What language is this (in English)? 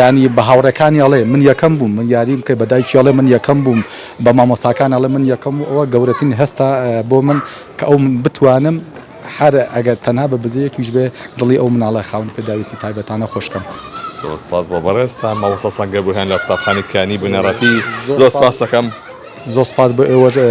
Central Kurdish